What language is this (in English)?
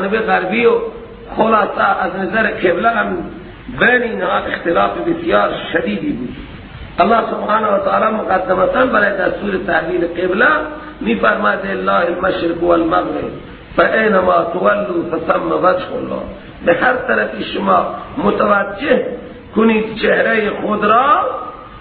Persian